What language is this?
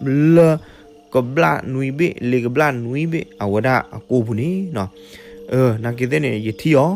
S'gaw Karen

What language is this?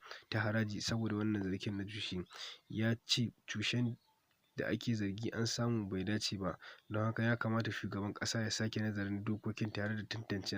Hausa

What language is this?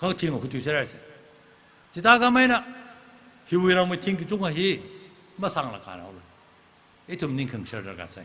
Tangkhul Naga (India)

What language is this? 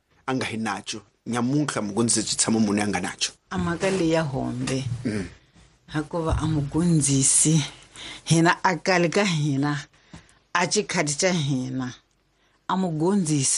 Tsonga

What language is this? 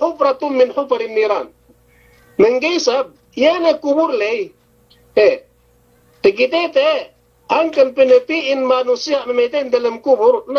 Yakan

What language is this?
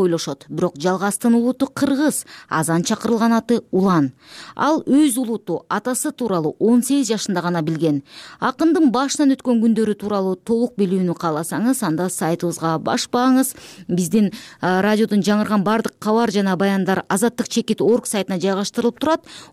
Kyrgyz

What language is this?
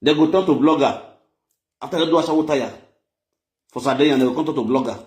Nigerian Pidgin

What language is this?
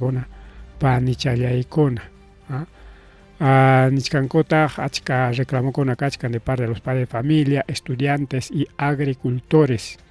Ayacucho Quechua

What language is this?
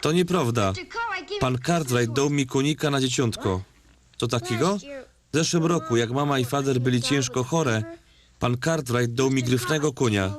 Silesian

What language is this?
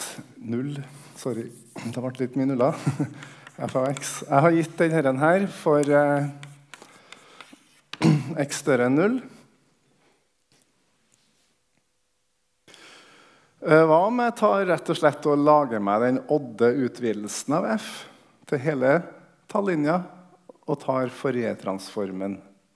Norwegian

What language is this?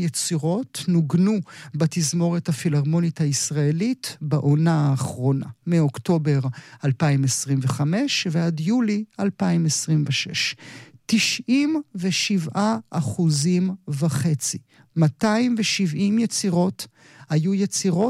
Hebrew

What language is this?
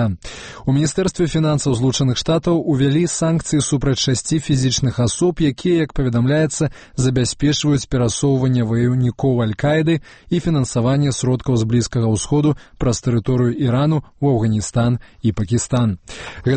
Belarusian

